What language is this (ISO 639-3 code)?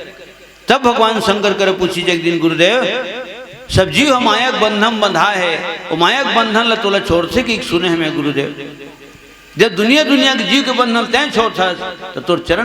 hne